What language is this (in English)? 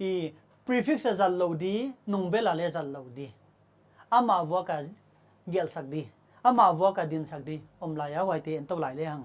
Paite Chin